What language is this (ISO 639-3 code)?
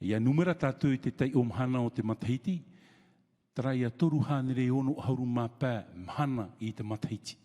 tah